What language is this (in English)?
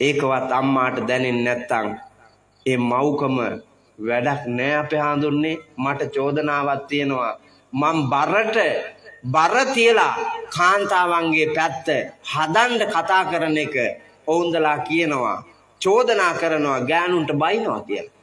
Sinhala